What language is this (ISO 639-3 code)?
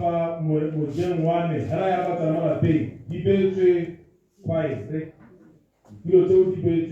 tsn